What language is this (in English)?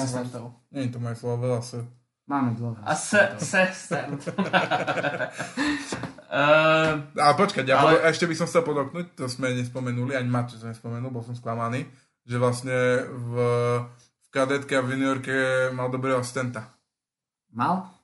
Slovak